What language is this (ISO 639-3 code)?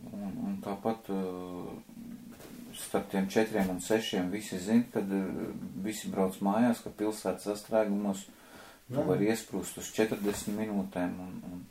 lav